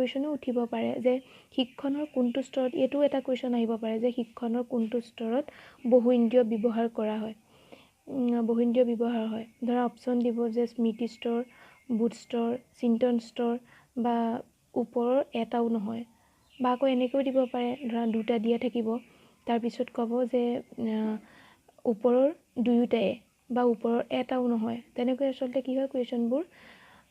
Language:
Assamese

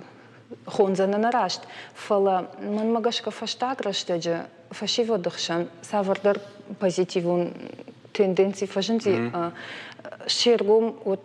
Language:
Ossetic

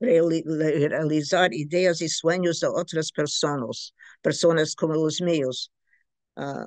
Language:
Ladino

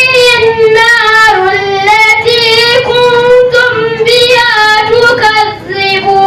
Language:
Fula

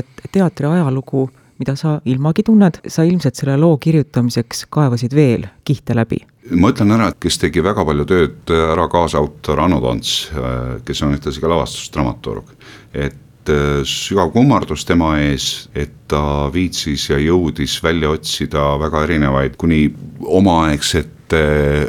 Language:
Estonian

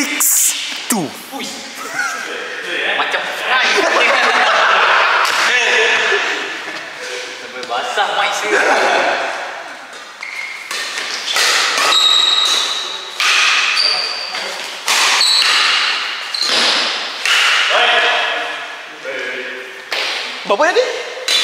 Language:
Malay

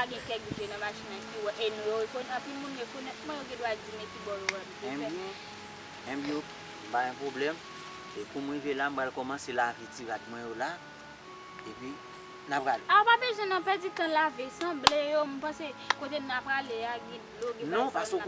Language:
Haitian Creole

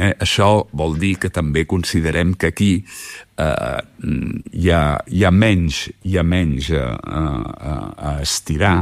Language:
Catalan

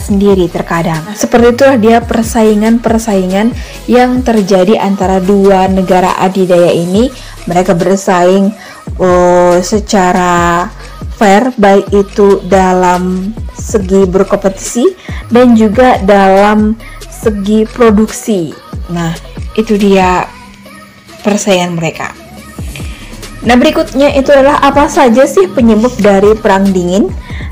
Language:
Indonesian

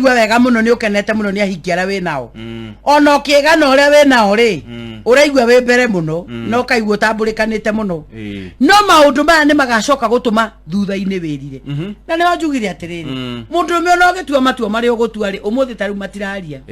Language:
Kikuyu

